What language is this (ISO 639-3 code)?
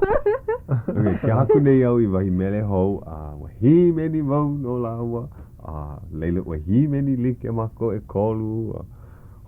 haw